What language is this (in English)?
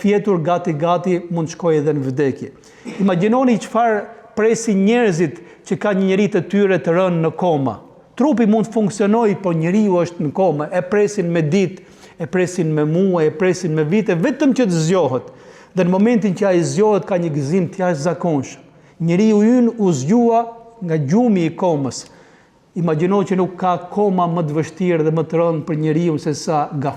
Albanian